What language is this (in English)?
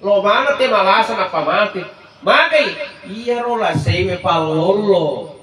Buginese